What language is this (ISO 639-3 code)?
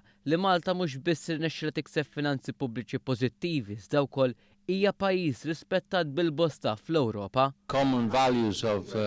mlt